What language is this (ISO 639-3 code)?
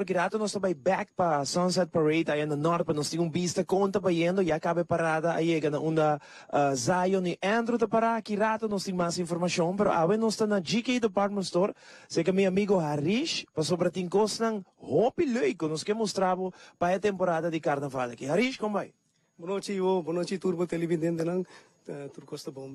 pap